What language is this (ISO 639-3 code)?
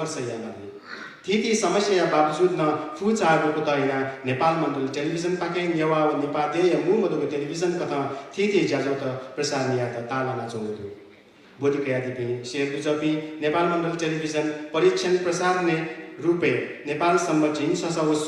new